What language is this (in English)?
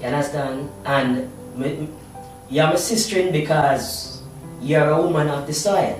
Jamaican Creole English